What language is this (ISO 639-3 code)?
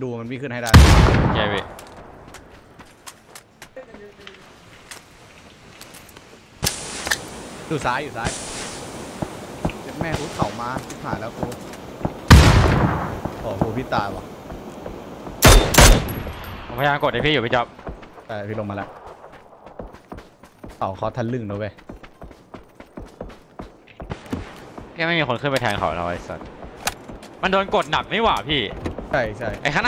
tha